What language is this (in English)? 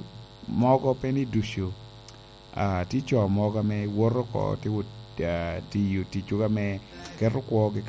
Lango (Uganda)